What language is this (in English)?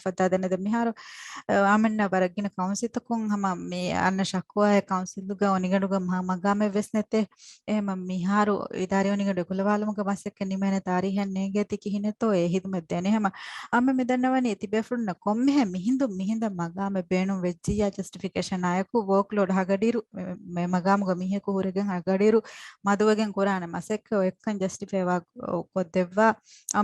Divehi